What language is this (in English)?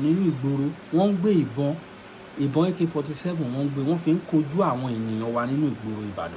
Yoruba